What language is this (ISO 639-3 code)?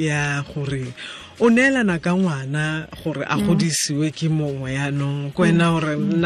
tsn